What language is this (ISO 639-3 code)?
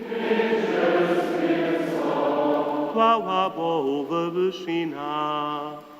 hsb